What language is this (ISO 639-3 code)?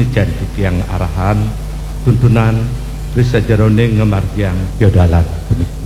ban